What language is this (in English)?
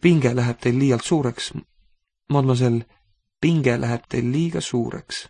Estonian